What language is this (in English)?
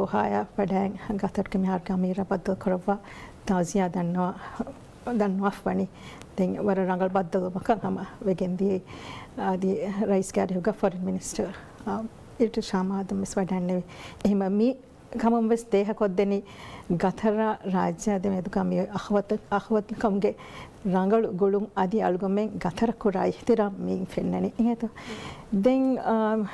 Divehi